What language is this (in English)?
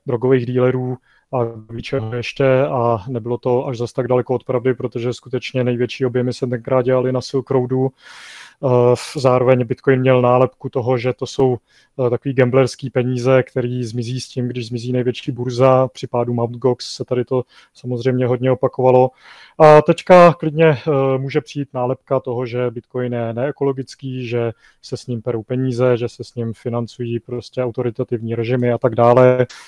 Czech